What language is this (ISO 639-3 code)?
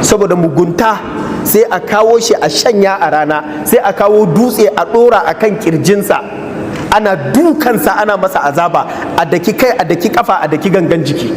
hau